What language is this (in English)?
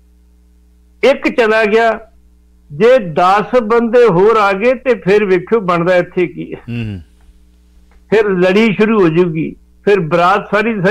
Punjabi